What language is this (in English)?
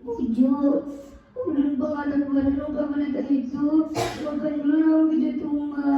Banjar